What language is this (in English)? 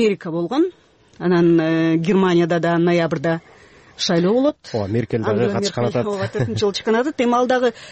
Kyrgyz